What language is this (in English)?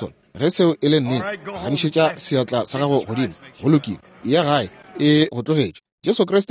Northern Sotho